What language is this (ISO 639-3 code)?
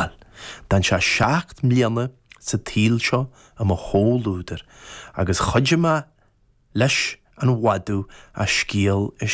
gle